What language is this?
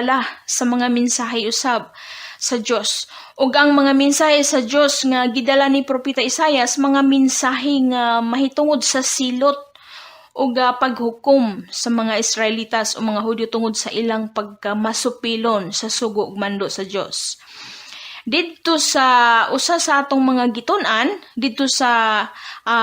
Cebuano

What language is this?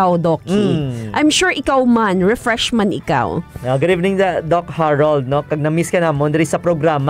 Hiligaynon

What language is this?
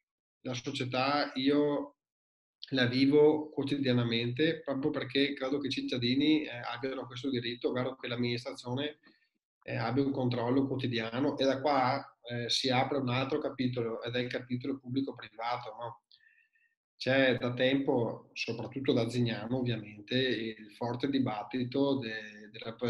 Italian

